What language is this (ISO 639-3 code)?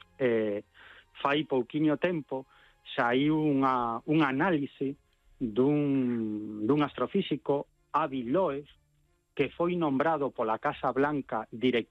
glg